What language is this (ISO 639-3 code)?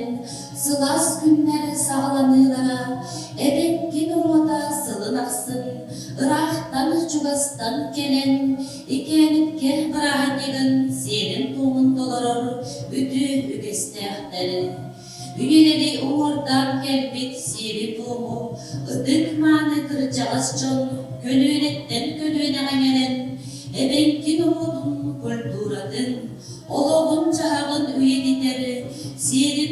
sah